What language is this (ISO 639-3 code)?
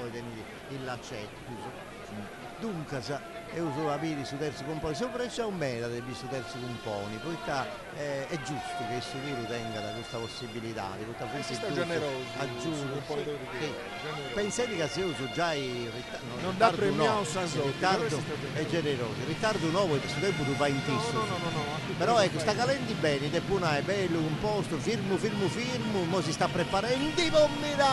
srd